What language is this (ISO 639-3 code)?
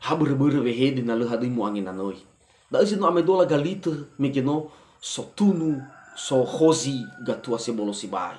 nia